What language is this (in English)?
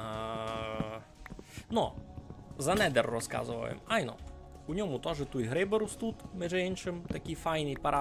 Rusyn